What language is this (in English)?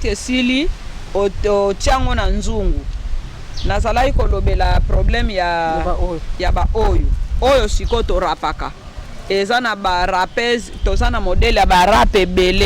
Lingala